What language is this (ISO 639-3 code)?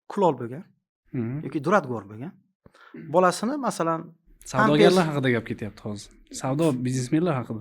uzb